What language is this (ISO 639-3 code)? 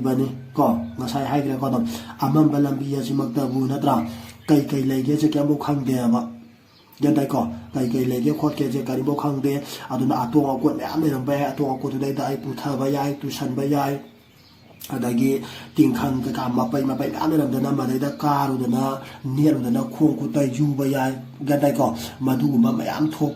mni